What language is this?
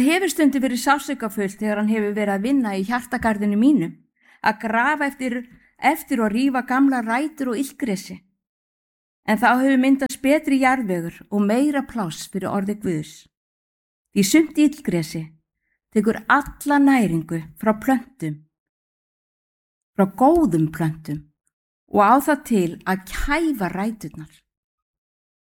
Icelandic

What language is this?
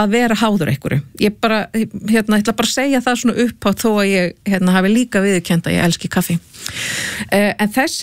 Icelandic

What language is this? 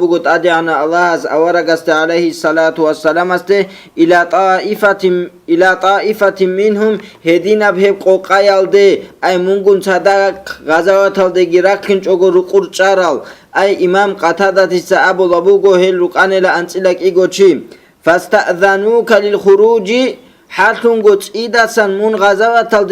Avaric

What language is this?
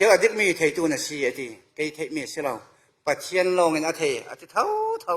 Falam Chin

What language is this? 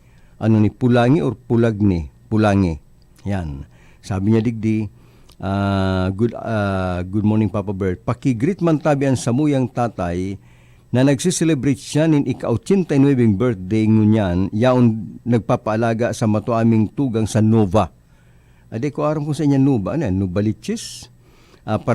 Bikol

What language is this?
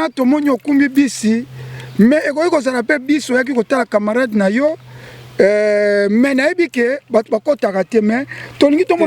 Lingala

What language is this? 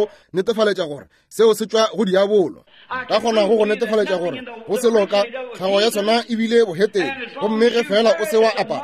Northern Sotho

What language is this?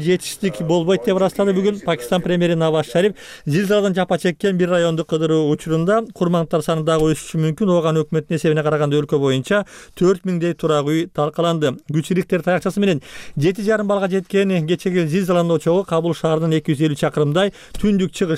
Kyrgyz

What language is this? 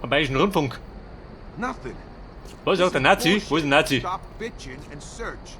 Bavarian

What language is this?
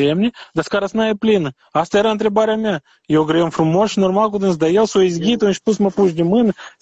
Romanian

